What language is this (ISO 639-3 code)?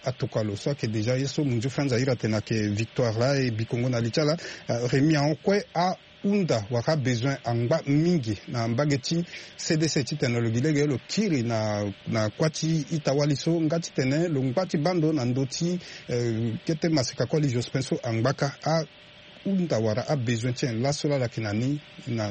sag